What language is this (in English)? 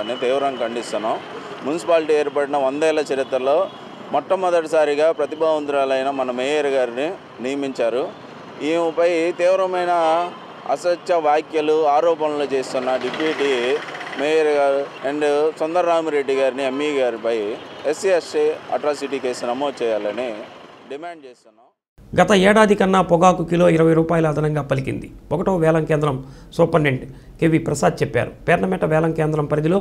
Telugu